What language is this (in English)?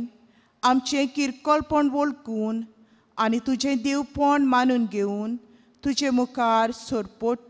Konkani